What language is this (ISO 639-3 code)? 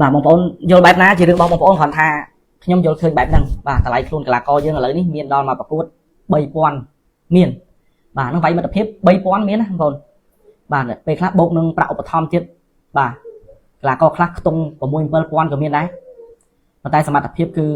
khm